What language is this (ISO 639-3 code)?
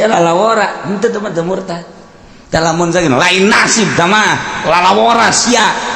sun